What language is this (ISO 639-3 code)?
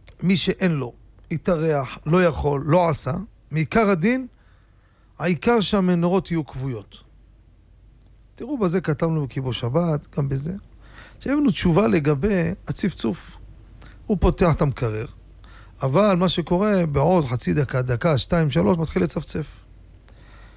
heb